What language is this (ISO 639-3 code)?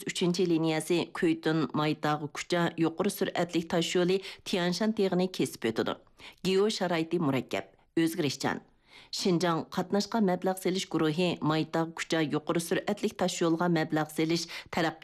uig